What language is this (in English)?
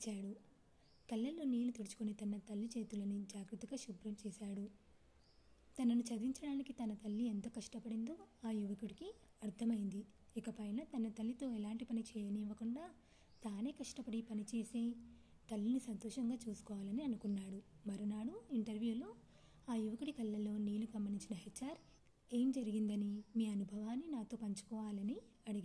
Telugu